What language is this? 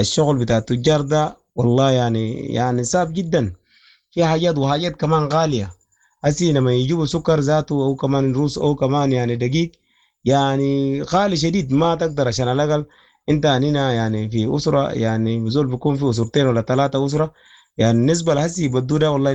Sudanese Arabic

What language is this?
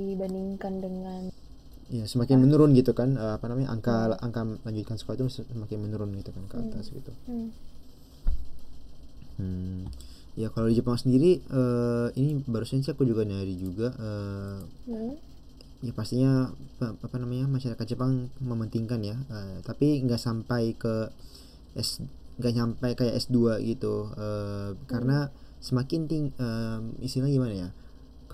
Indonesian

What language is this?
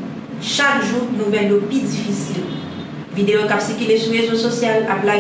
Haitian Creole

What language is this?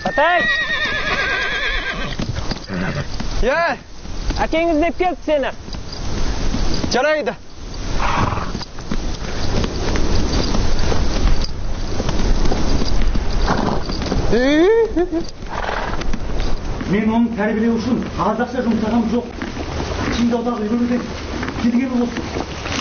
Kazakh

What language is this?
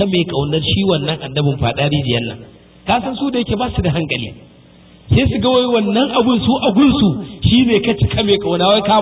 Hausa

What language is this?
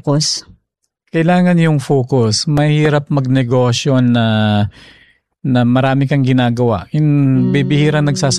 Filipino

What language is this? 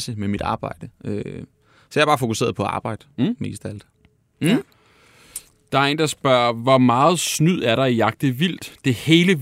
Danish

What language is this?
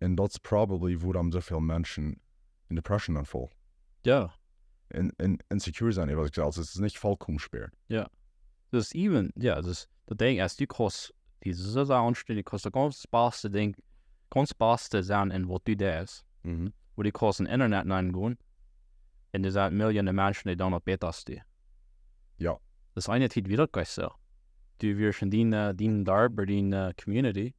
Plautdietsch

